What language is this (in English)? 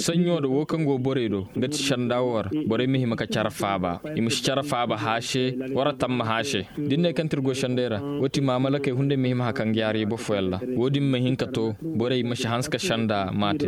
Koyraboro Senni